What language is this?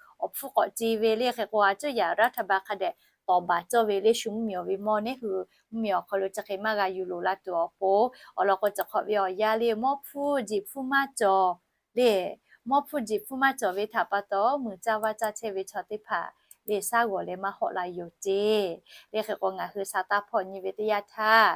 Lahu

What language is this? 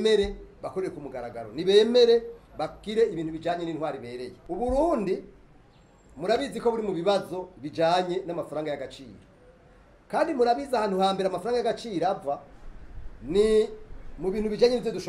Rundi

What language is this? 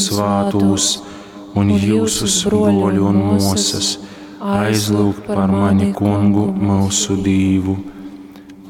Latgalian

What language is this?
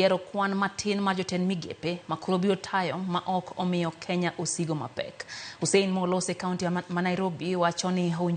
Luo (Kenya and Tanzania)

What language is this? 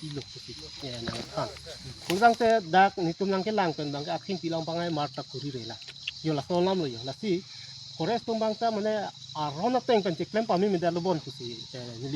Karbi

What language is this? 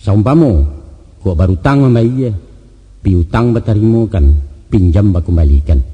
Minangkabau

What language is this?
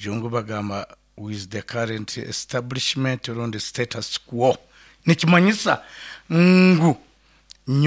Nyoro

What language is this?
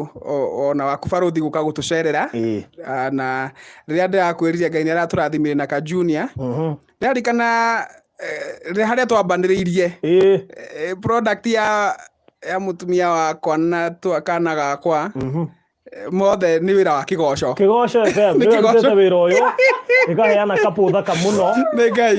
Kikuyu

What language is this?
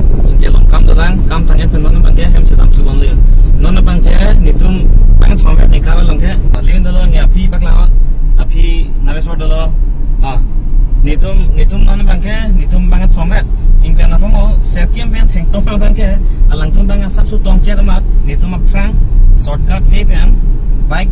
Karbi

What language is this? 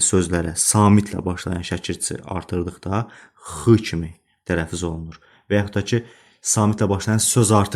Azerbaijani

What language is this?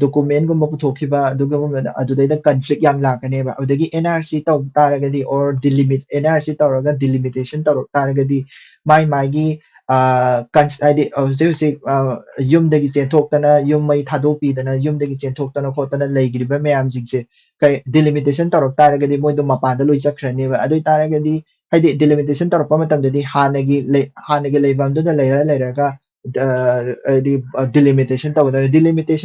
Manipuri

